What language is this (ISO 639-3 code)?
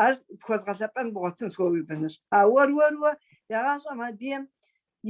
kbd